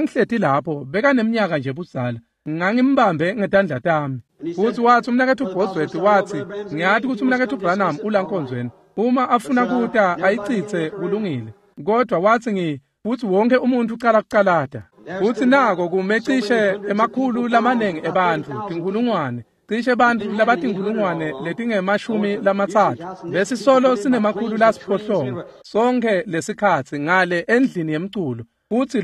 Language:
Swati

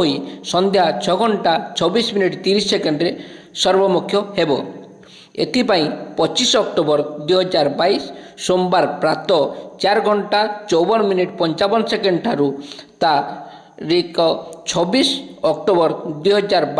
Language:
Odia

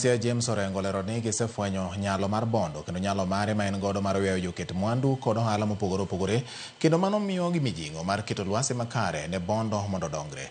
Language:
Luo (Kenya and Tanzania)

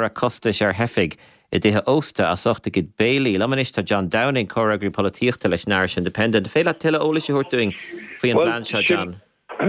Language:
Irish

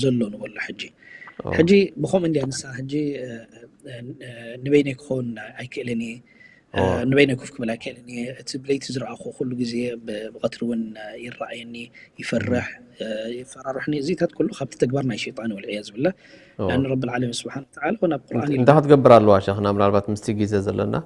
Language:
Tigrinya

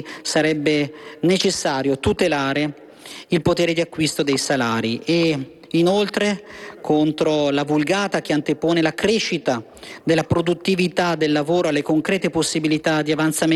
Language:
Italian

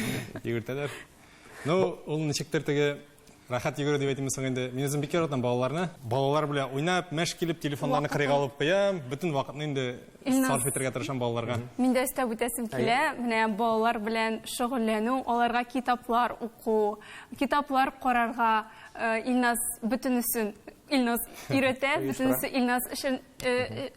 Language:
Tatar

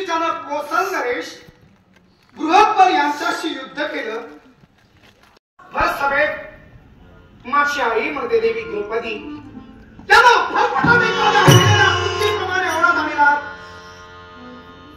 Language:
Marathi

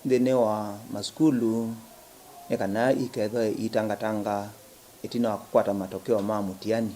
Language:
Kamba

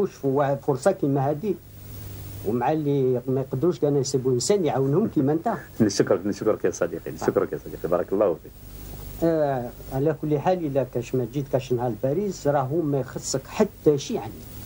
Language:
Algerian Arabic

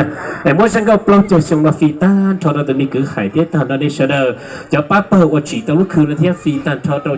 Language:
Hmong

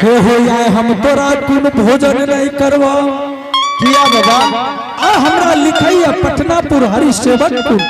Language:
Angika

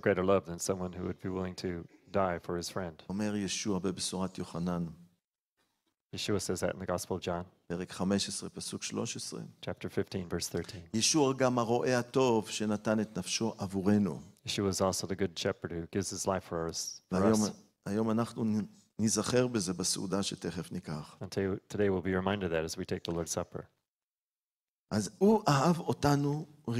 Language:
Hebrew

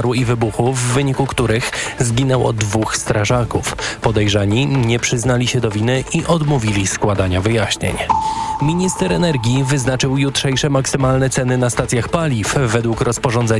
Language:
Polish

